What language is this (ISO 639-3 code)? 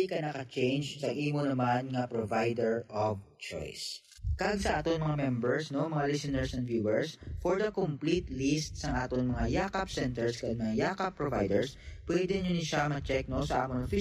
hil